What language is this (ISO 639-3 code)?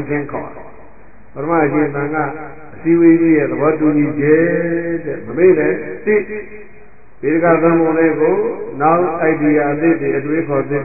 mya